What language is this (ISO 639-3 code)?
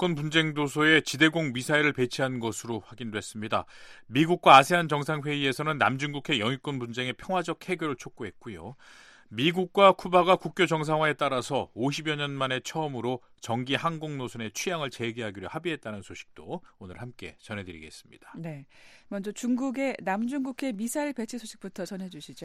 kor